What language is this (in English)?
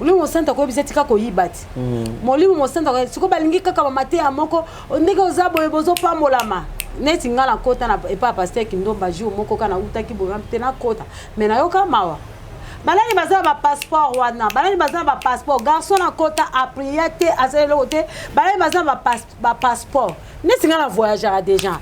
Lingala